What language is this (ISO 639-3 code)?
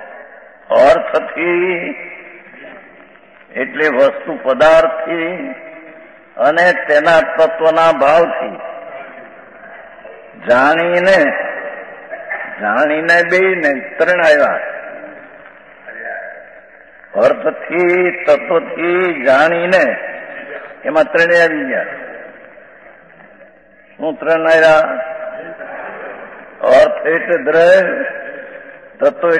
guj